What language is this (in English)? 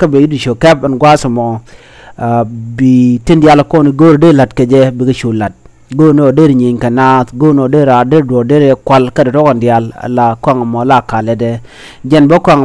Nuer